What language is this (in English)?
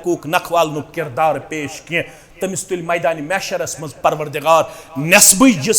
Kashmiri